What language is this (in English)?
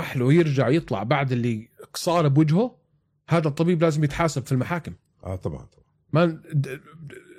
North Levantine Arabic